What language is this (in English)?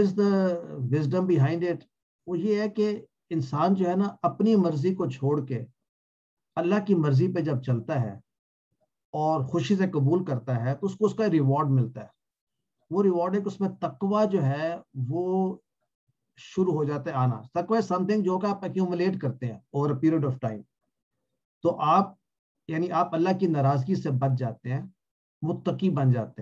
Urdu